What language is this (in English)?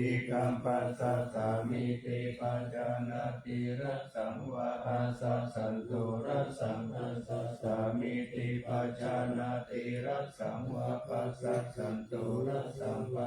Pali